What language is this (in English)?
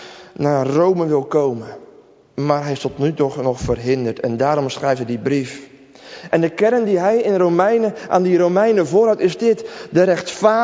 Dutch